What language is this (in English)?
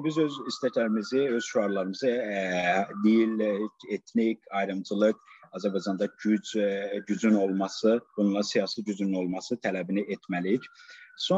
South Azerbaijani